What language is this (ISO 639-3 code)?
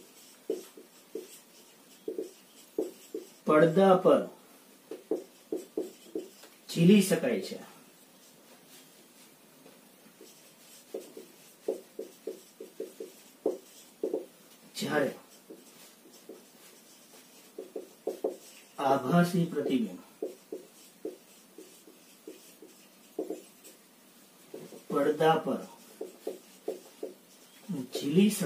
guj